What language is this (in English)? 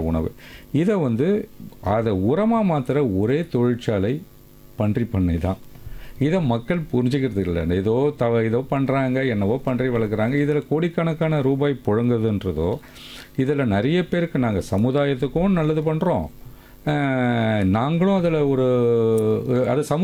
Tamil